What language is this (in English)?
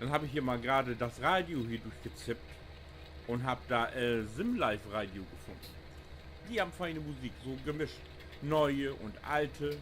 Low German